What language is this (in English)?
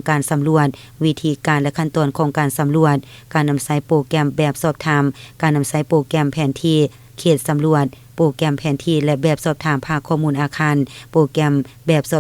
Lao